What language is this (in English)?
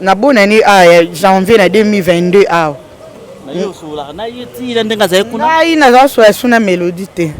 Lingala